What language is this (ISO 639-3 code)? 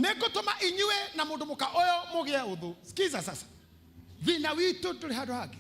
kik